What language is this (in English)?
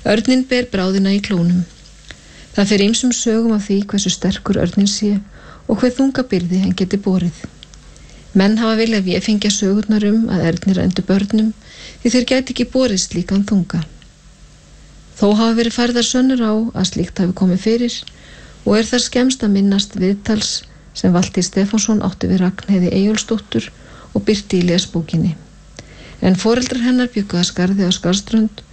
Icelandic